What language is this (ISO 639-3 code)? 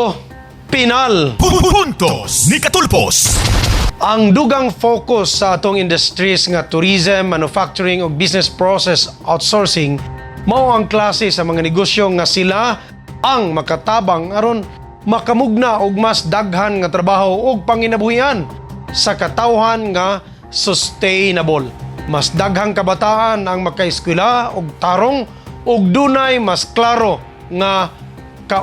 ceb